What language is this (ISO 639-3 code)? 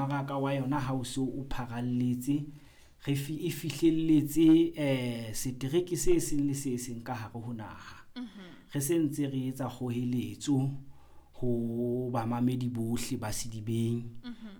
sot